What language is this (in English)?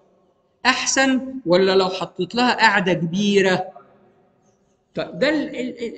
Egyptian Arabic